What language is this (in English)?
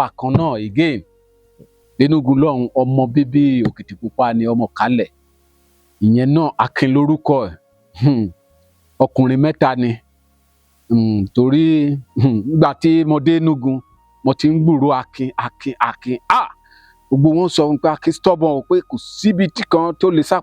Yoruba